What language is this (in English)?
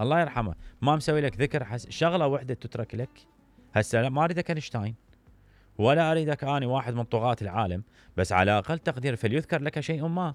Mesopotamian Arabic